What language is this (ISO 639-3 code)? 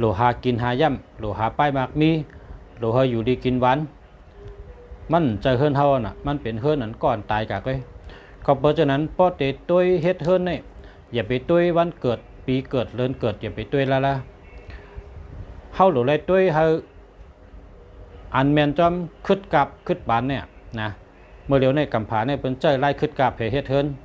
shn